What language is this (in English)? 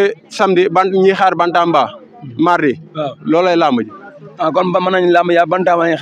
Wolof